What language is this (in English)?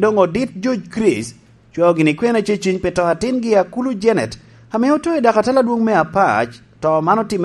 Lango (Uganda)